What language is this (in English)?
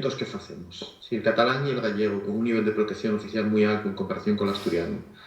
Asturian